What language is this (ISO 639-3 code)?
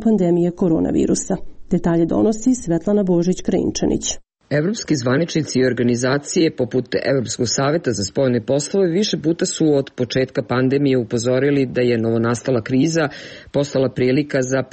srp